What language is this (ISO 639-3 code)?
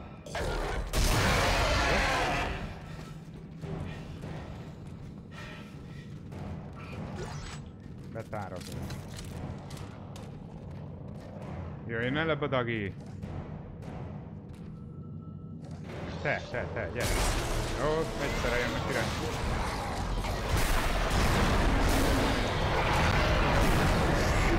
hun